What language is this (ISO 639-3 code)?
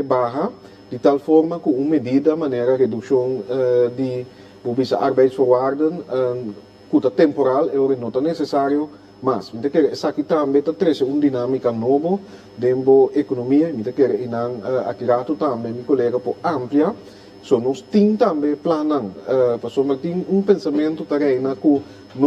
pap